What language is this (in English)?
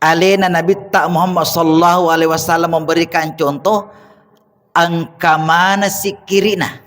Buginese